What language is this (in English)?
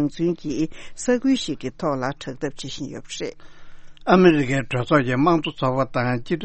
Tibetan